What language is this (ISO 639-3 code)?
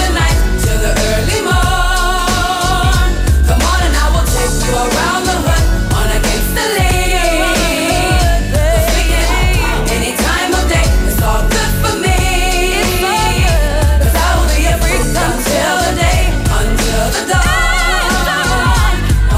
eng